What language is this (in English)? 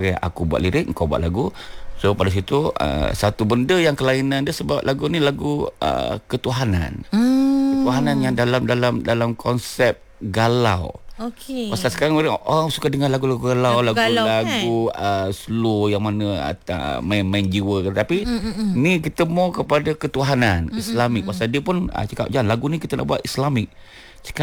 Malay